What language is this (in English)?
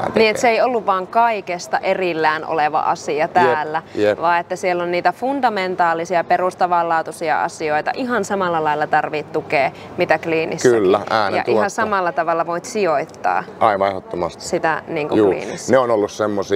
Finnish